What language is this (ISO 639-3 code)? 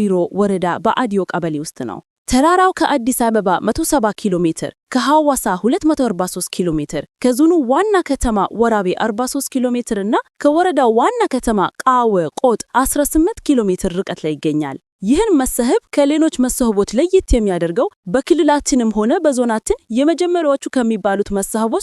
amh